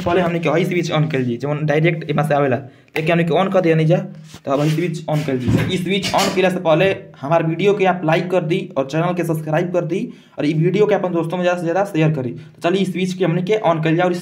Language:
Bhojpuri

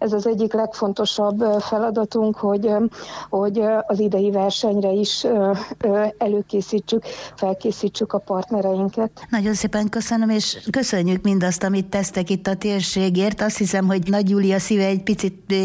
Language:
Hungarian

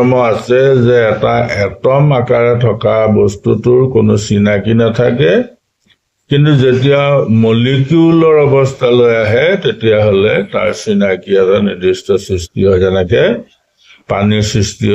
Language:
Assamese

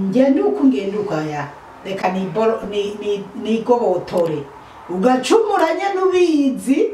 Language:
Rundi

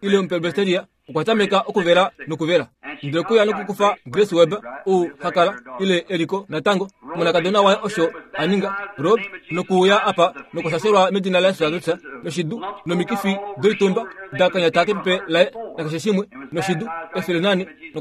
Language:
Kuanyama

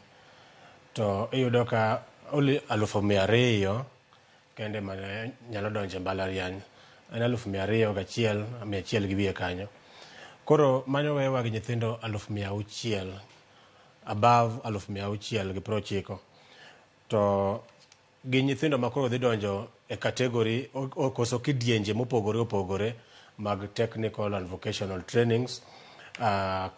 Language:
Luo (Kenya and Tanzania)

